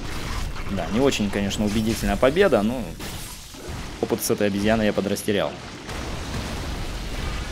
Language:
Russian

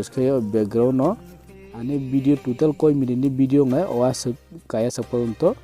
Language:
Kok Borok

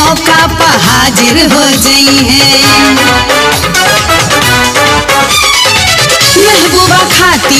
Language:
Bhojpuri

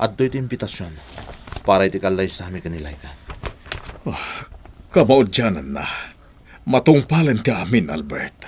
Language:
Iloko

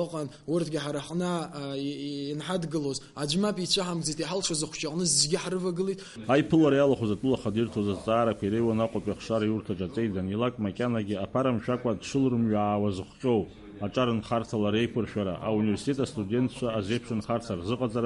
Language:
Abkhazian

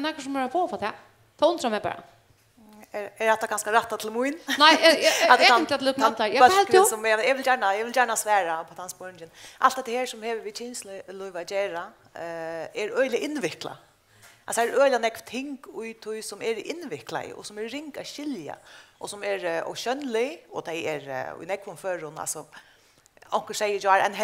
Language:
Faroese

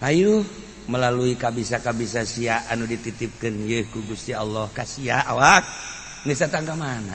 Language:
Sundanese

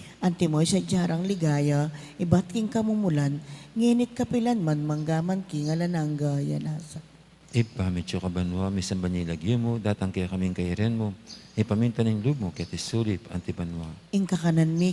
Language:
Pampanga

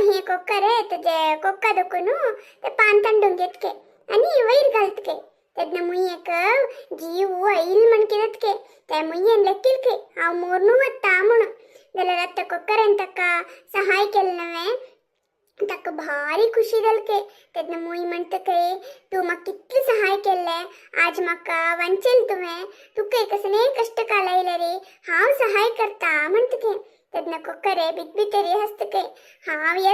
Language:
Konkani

